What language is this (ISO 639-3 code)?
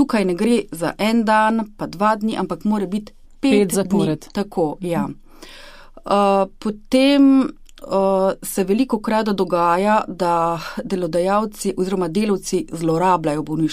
slv